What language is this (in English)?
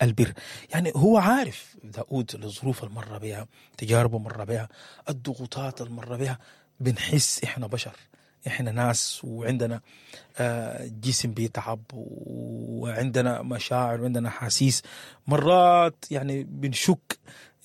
Sudanese Arabic